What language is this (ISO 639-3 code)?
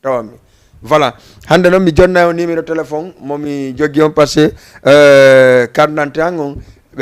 ful